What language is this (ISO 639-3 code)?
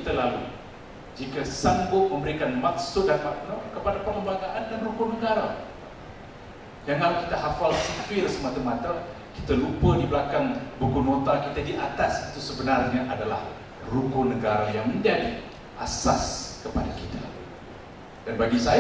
msa